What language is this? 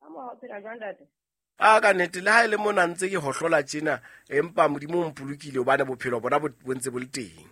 Southern Sotho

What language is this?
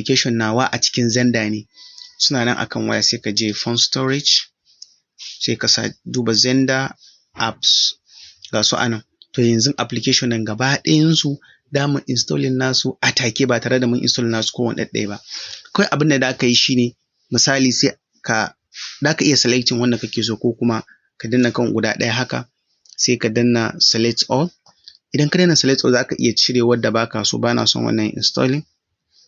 Hausa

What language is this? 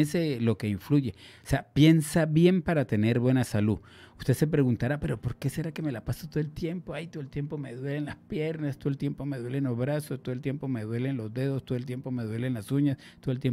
Spanish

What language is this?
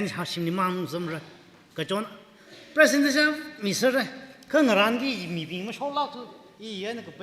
Tangkhul Naga (India)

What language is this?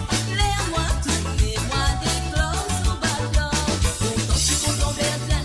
Morisyen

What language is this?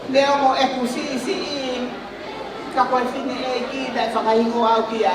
Tongan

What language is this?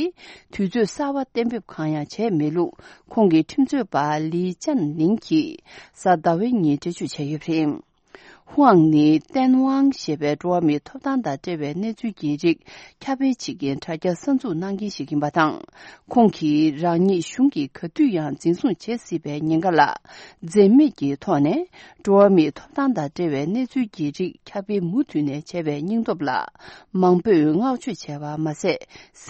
Tibetan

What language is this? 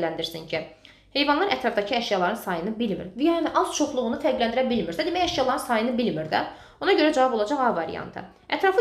Azerbaijani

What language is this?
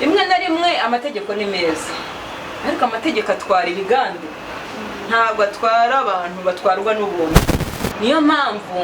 Kinyarwanda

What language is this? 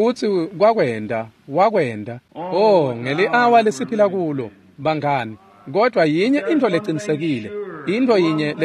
Swati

